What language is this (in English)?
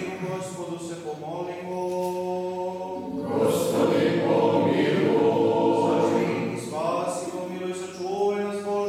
Serbian